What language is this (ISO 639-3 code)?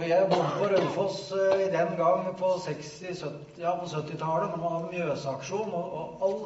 nor